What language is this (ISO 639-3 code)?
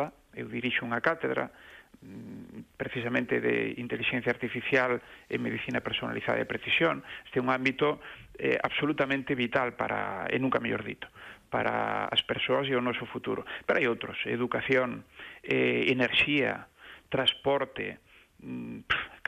glg